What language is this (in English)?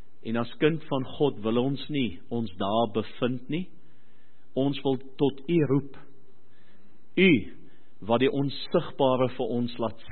Afrikaans